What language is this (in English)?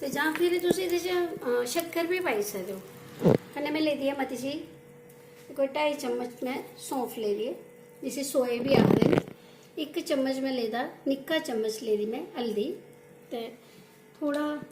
Dogri